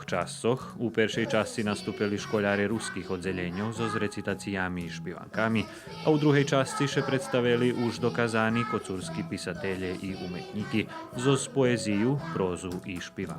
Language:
Rusyn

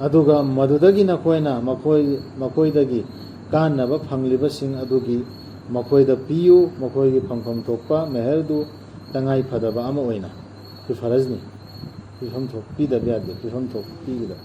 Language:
Manipuri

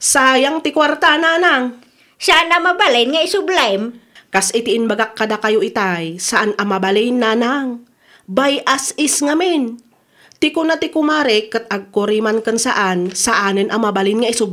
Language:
Iloko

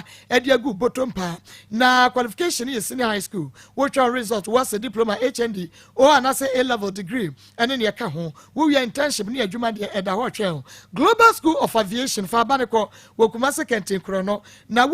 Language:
Akan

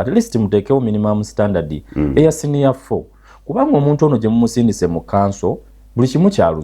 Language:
Ganda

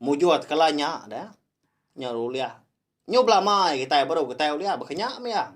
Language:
Iban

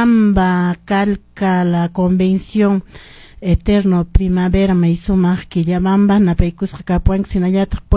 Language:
Quechua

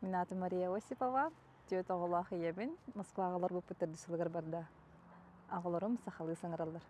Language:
Yakut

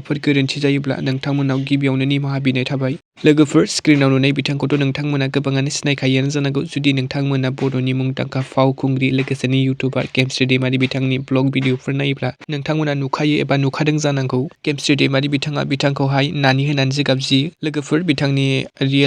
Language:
Bodo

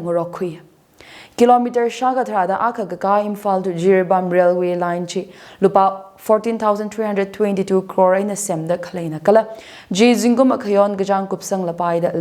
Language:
Tangkhul Naga (India)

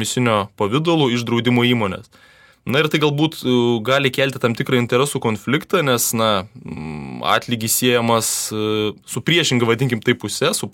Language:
Lithuanian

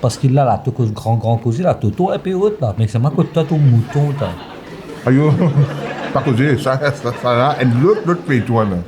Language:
Morisyen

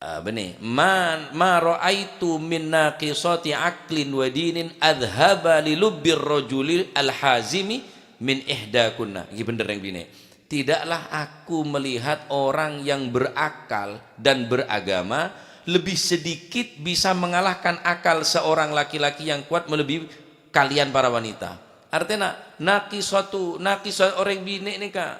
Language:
Madurese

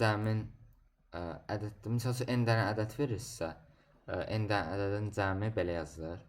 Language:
Azerbaijani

